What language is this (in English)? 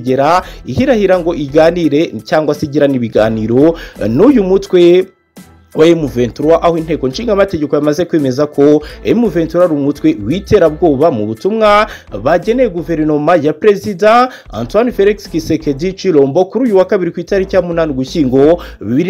Kinyarwanda